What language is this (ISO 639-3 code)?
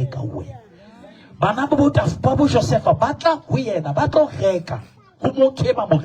sot